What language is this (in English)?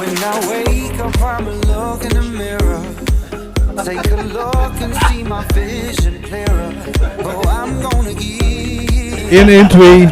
Limburgish